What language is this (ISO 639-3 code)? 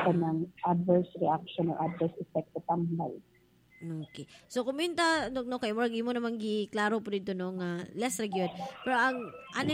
ceb